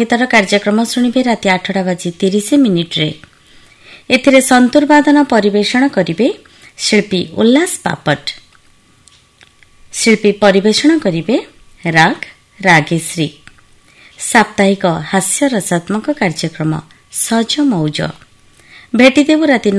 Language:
Odia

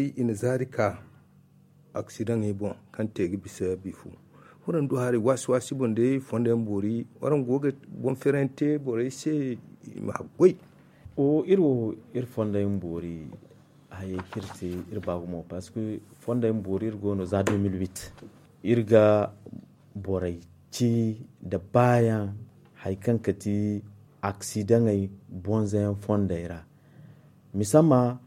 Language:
Zarma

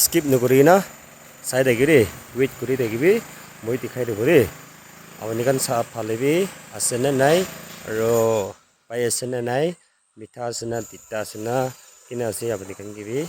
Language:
Naga Pidgin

